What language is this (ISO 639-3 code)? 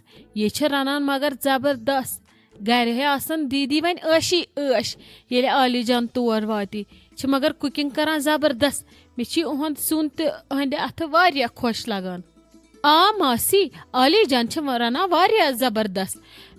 kas